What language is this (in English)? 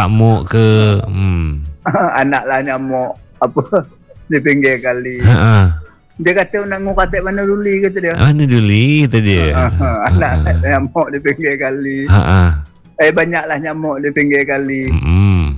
Malay